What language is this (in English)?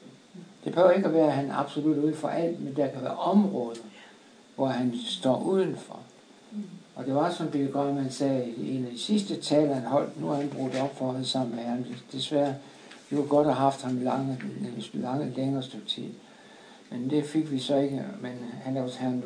Danish